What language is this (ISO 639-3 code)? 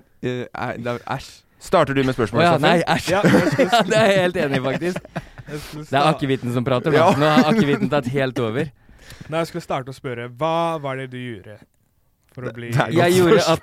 nor